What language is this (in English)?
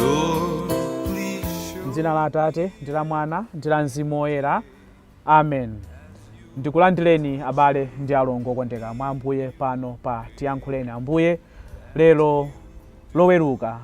Nyanja